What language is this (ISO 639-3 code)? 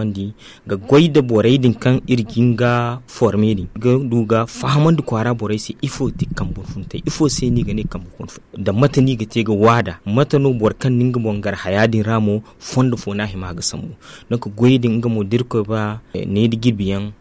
dje